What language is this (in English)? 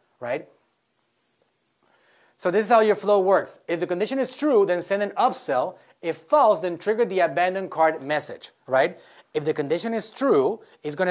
English